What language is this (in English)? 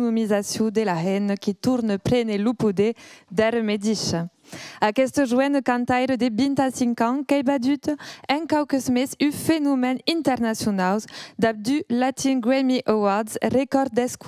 Occitan